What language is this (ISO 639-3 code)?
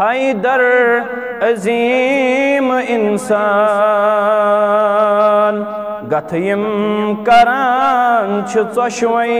kas